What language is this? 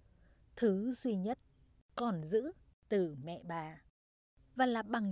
Vietnamese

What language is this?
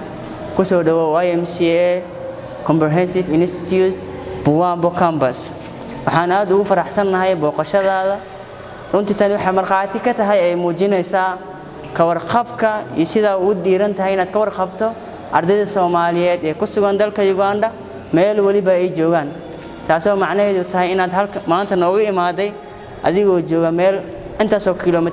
Somali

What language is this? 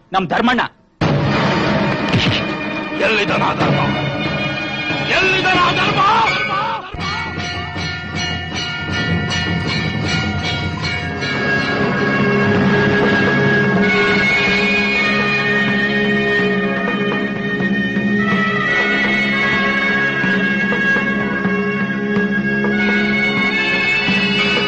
Kannada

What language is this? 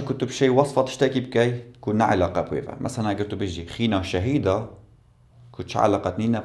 Kurdish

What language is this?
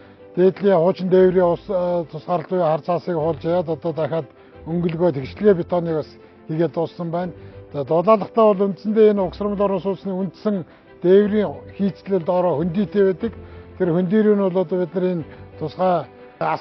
Mongolian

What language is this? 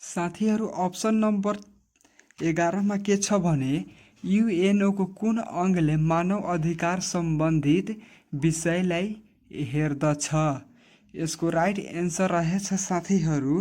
Nepali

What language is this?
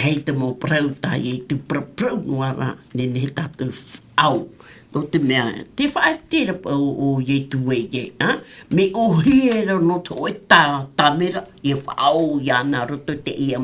Tahitian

